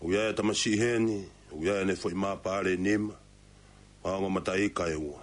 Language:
Tongan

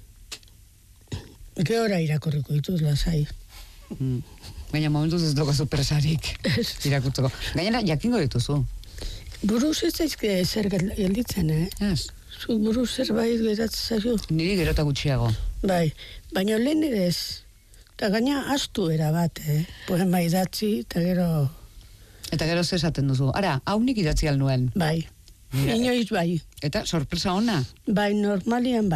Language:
Basque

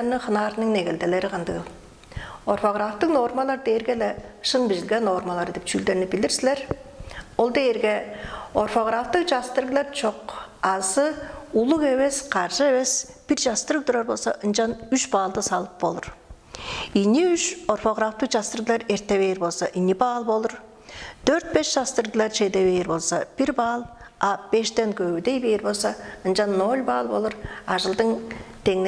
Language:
Tuvinian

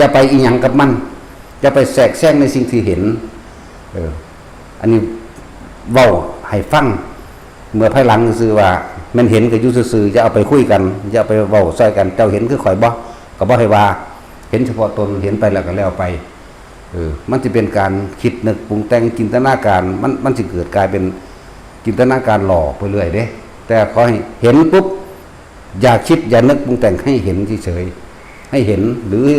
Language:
Northeastern Thai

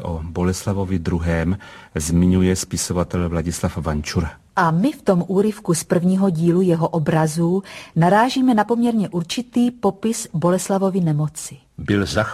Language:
Czech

